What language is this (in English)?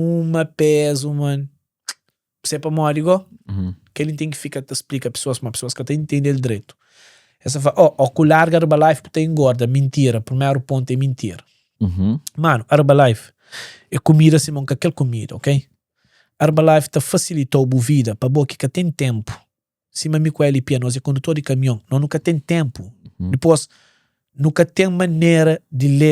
Kabuverdianu